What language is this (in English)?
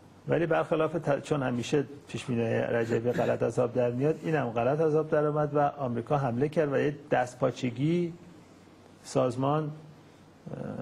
Persian